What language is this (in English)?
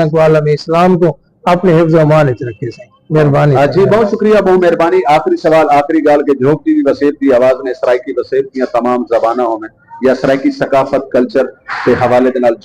Saraiki